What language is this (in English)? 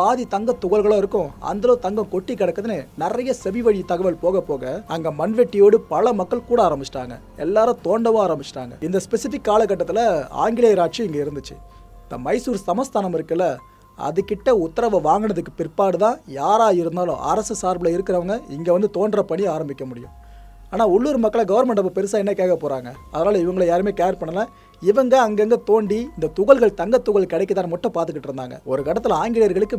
Tamil